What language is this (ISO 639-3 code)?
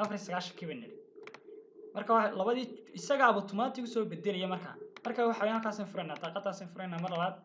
som